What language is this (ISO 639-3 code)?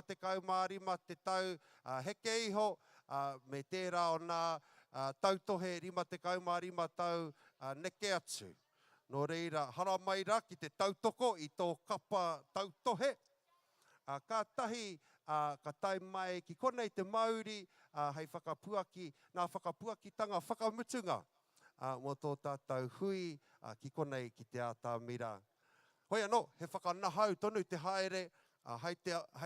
mri